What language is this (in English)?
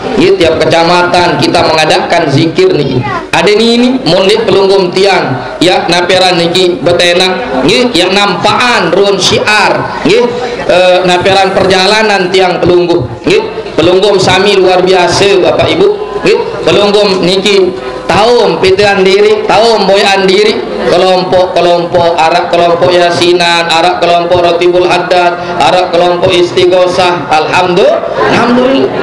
Sasak